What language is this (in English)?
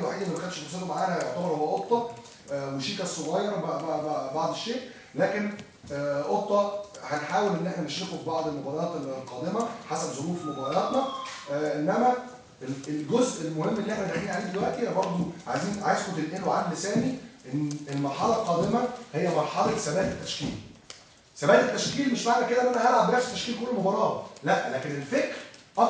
Egyptian Arabic